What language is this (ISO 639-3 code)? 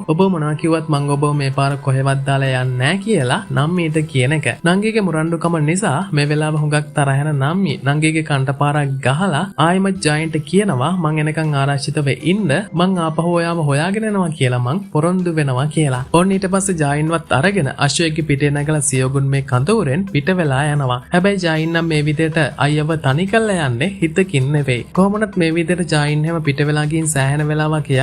sin